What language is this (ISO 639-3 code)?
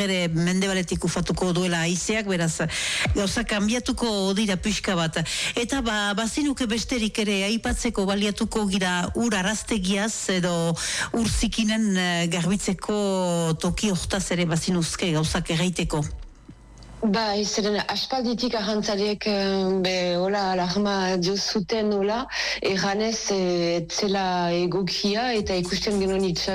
eus